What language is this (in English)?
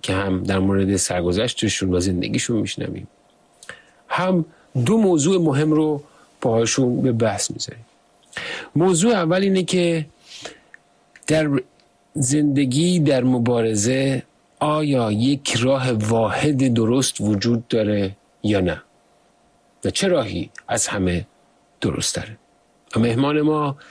Persian